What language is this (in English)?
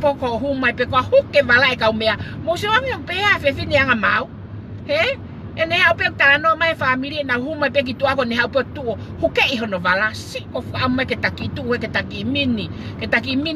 Tongan